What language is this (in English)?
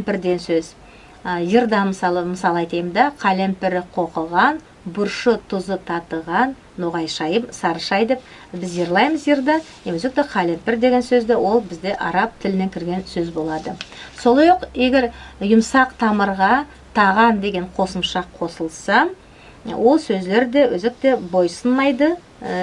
Nogai